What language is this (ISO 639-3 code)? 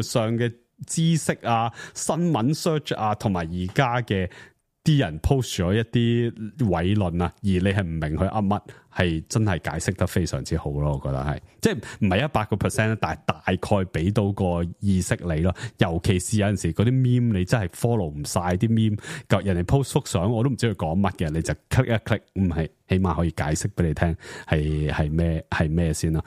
yue